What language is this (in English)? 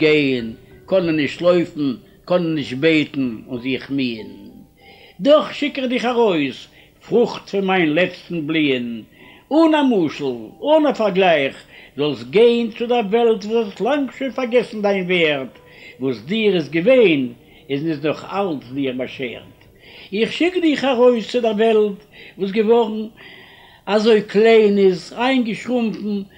Yiddish